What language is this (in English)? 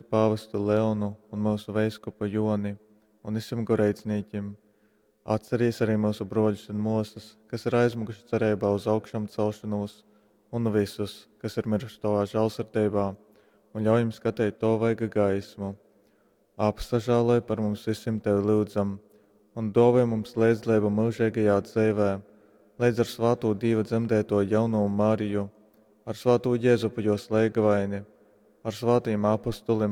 Latgalian